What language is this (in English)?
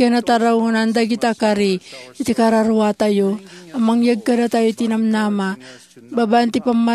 Iloko